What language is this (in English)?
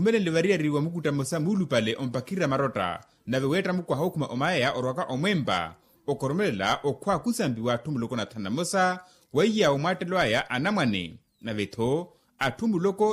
Makhuwa